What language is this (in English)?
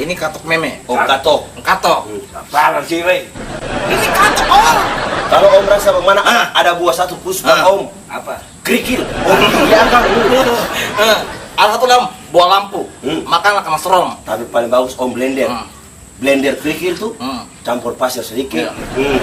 Ambonese Malay